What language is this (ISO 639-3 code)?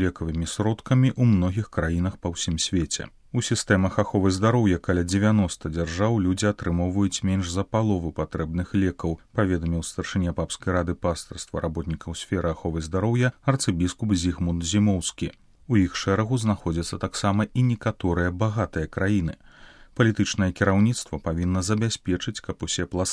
bel